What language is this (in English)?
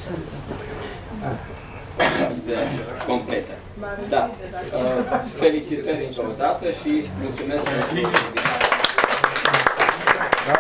Romanian